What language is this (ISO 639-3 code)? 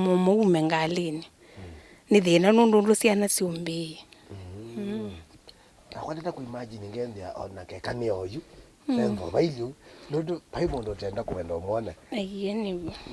kam